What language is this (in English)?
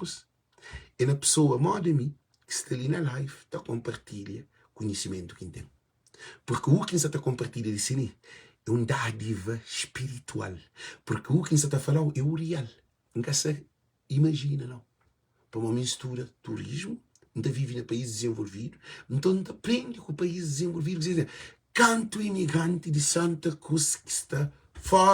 Kabuverdianu